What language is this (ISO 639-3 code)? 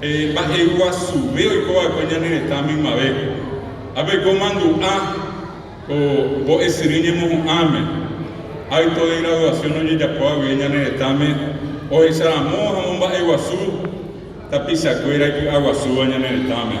grn